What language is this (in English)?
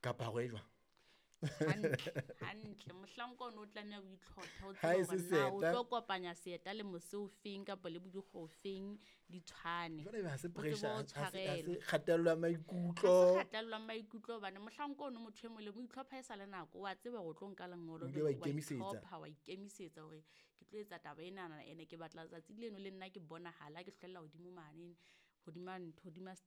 Southern Sotho